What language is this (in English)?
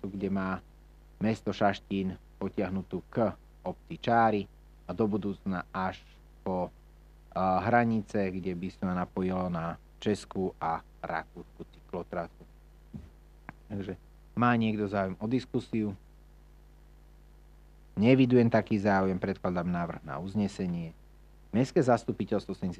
Slovak